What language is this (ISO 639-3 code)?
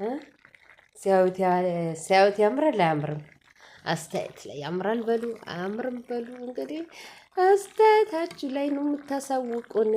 amh